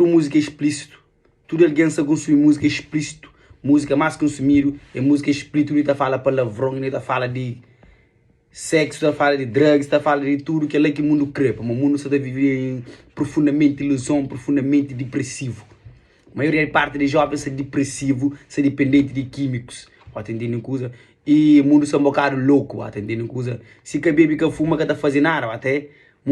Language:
Kabuverdianu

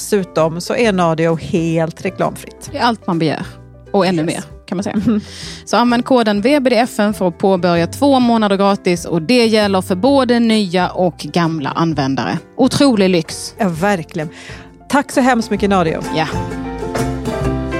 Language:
Swedish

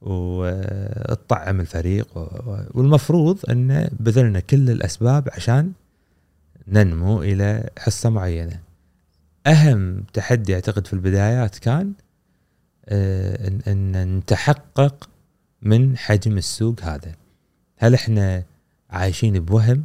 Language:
Gulf Arabic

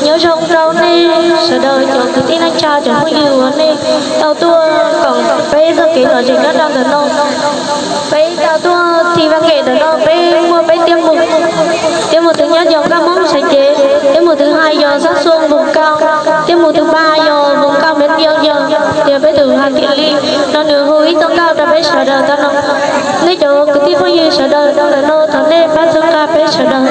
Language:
Hmong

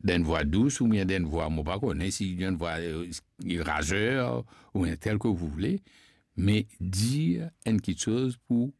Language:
Morisyen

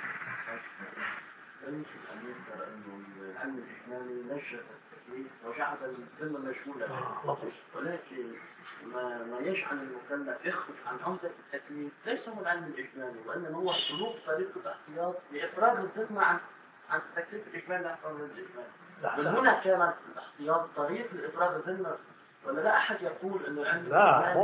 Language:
Arabic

